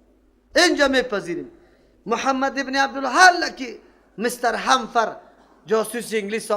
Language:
Persian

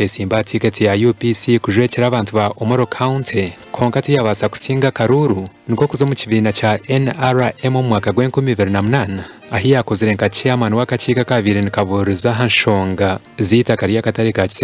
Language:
Nyankole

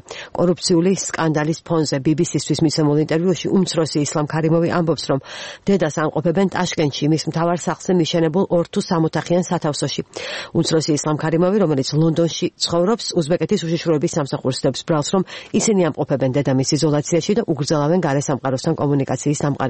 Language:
Georgian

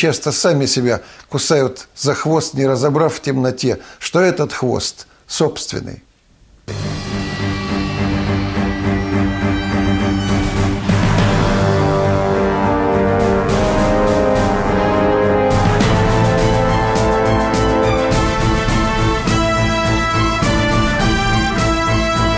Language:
Russian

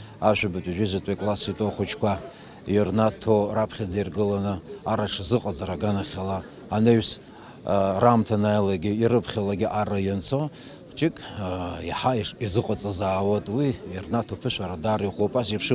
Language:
Abkhazian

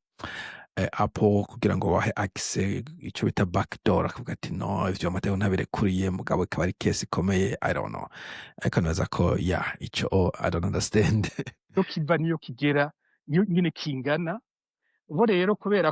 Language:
Rundi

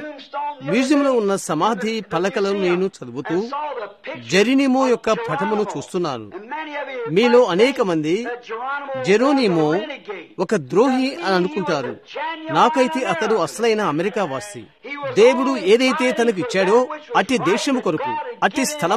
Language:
Telugu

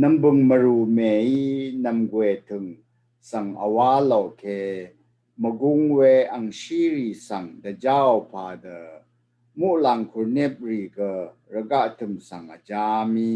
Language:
Rawang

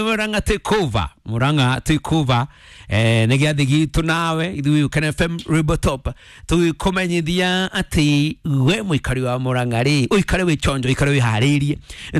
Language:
Kikuyu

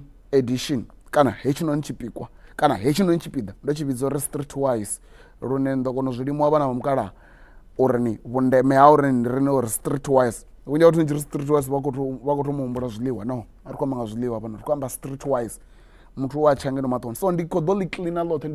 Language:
Venda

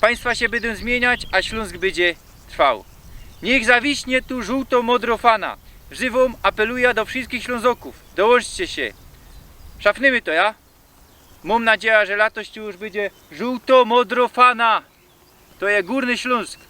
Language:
Silesian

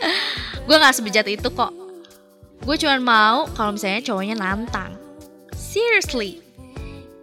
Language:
Indonesian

